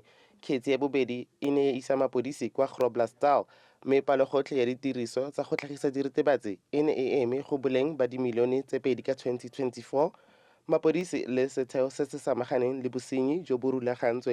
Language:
Tswana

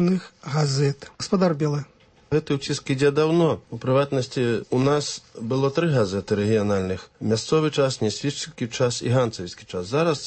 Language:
Belarusian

